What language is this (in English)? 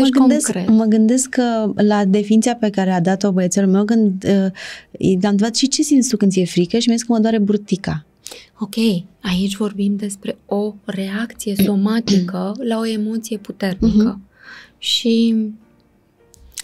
Romanian